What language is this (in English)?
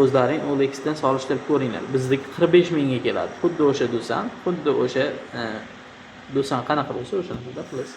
Uzbek